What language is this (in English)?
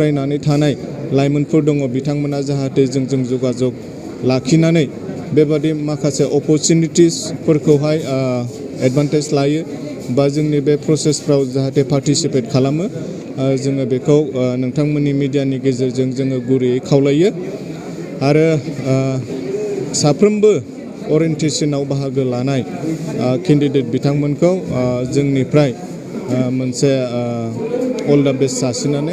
Bodo